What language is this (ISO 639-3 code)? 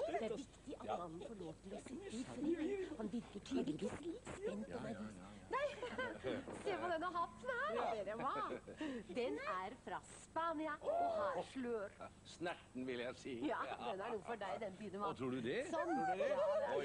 nor